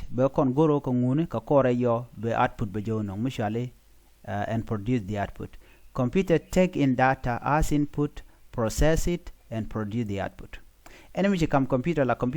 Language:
Nuer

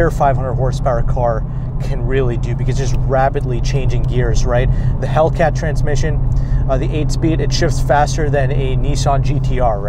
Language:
English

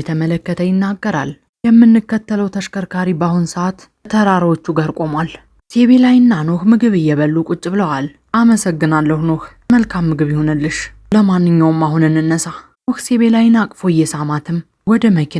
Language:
Amharic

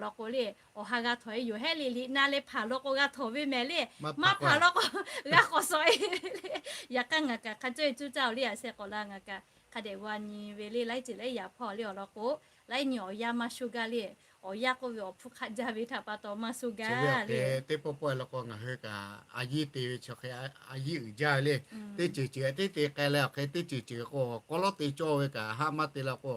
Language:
Lahu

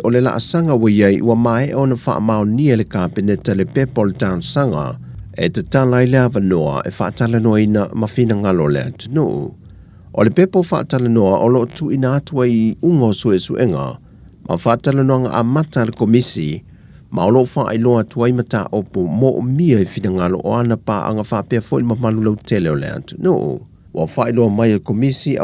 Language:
Samoan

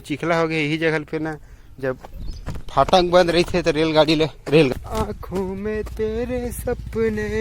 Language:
Chhattisgarhi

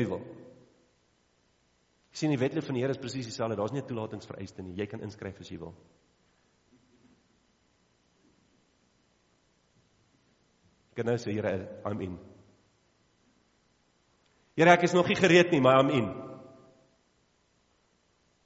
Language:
Afrikaans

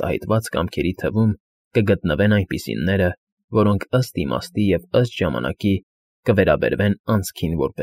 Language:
Armenian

